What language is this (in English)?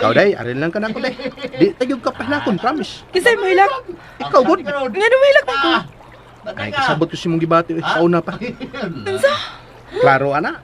Cebuano